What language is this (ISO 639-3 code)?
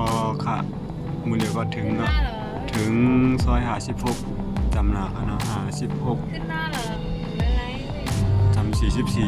shn